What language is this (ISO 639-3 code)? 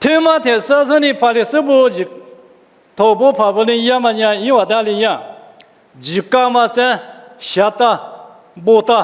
lis